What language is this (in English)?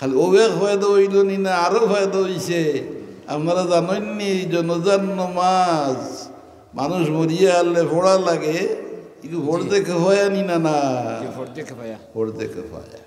Sylheti